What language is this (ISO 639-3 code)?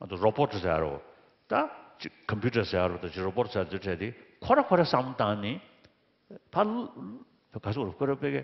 bod